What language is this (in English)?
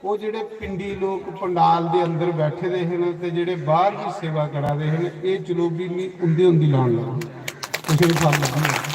Dogri